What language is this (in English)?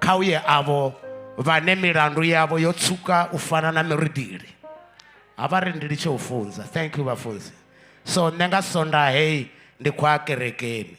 Venda